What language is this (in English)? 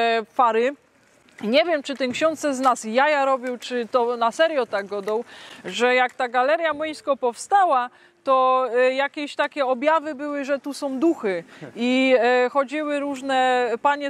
Silesian